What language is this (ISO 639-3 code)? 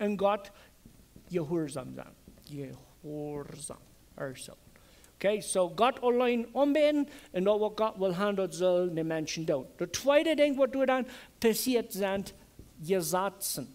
pdt